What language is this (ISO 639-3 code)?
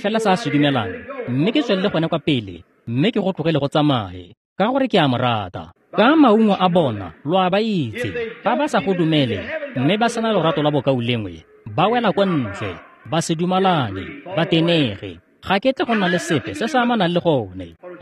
tsn